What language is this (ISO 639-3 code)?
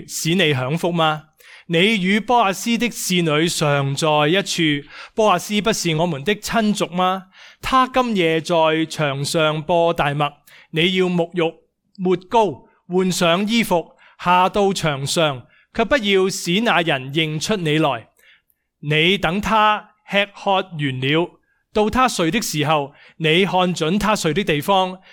yue